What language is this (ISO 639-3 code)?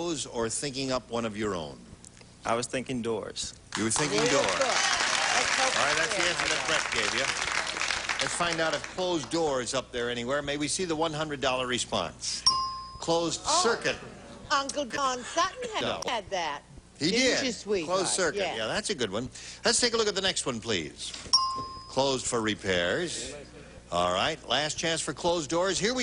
eng